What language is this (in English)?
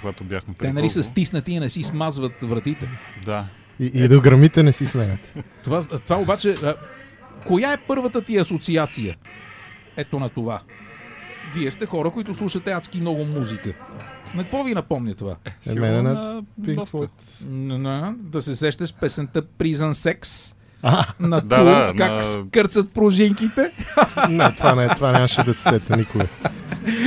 Bulgarian